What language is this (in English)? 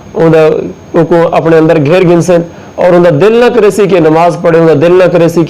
Saraiki